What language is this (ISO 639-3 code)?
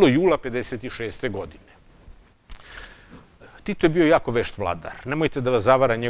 srp